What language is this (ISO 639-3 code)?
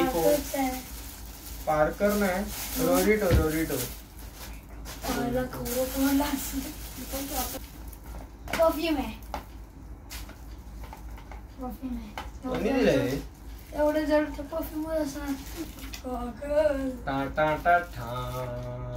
mar